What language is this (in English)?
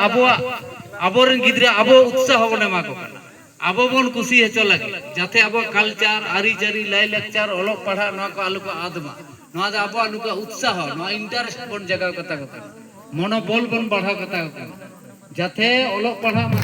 Santali